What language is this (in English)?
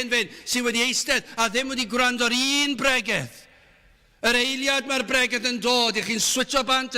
Welsh